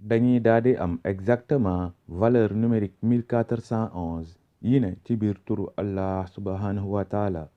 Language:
Wolof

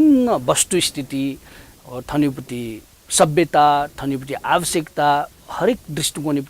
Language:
Newari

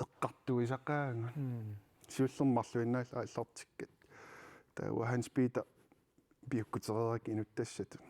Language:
Kalaallisut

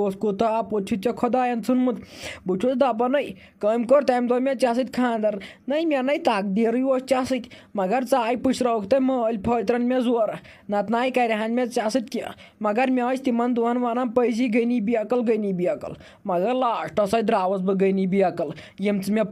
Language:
Kashmiri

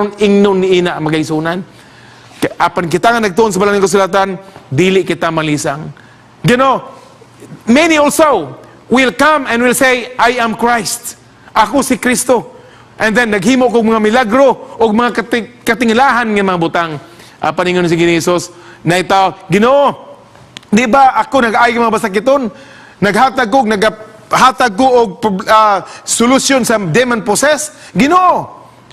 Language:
Cebuano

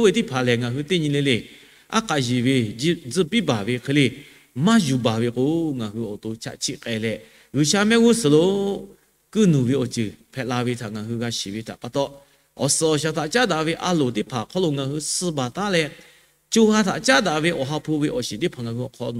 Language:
Lahu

